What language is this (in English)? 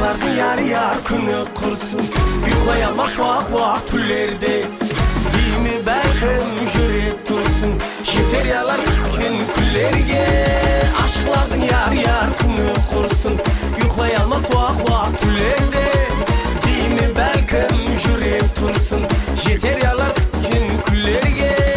Kara-Kalpak